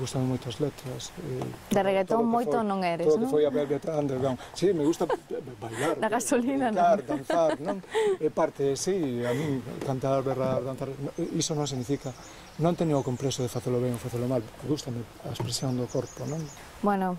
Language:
Galician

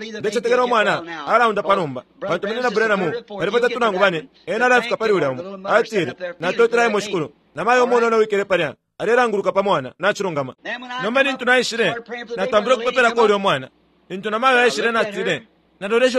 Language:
Bemba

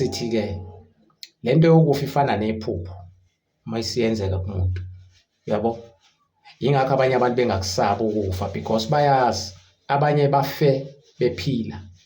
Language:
Zulu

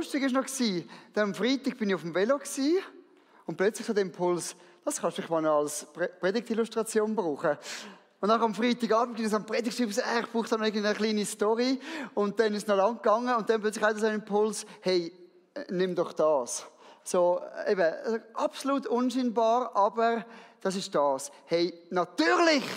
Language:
Swiss German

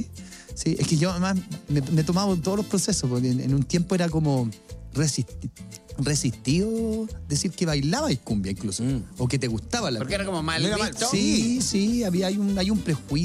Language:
Spanish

